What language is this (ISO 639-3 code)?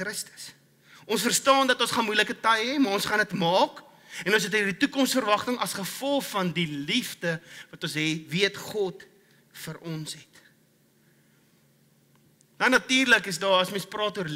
afr